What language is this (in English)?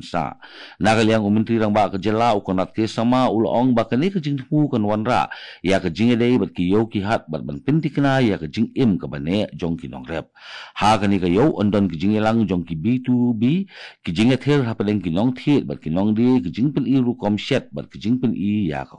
Khasi